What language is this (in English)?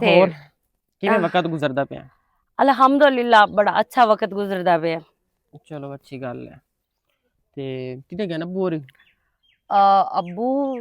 Western Panjabi